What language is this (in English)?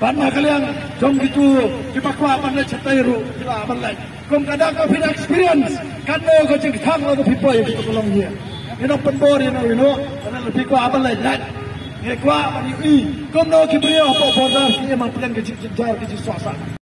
Khasi